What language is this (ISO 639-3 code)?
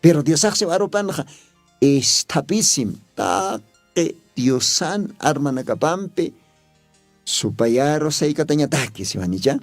aym